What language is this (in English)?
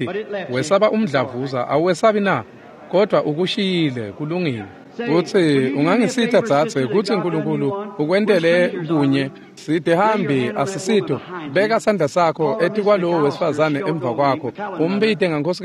Swati